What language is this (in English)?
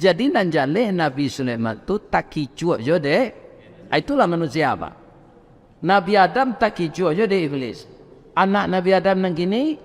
Minangkabau